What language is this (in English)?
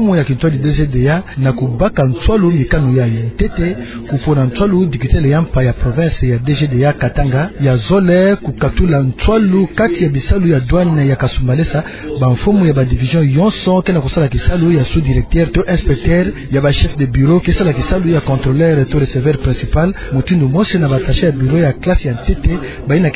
Kituba (Democratic Republic of Congo)